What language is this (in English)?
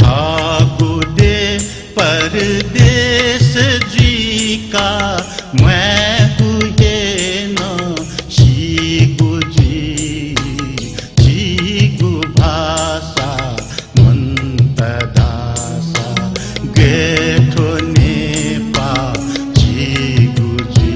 Newari